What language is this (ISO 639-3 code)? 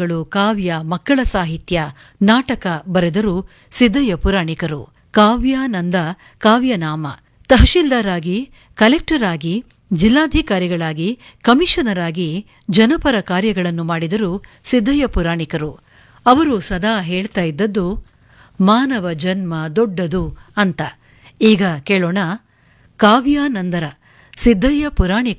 kan